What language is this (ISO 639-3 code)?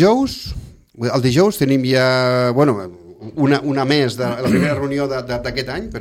cat